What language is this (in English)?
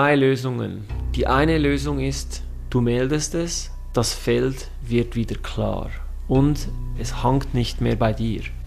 German